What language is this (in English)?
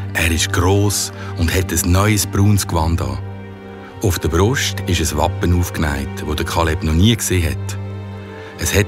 Swiss German